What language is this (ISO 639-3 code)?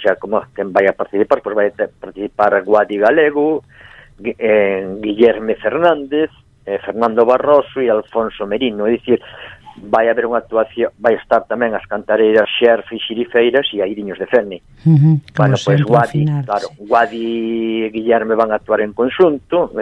glg